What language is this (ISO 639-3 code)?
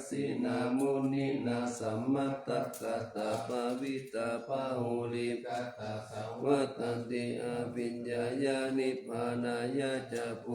pli